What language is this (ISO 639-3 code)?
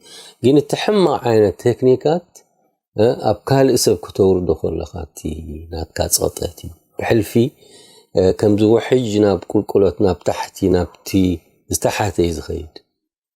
tir